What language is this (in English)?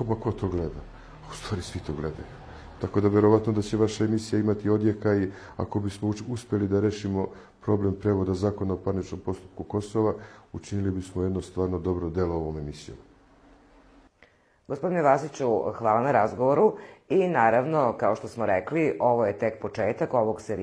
Serbian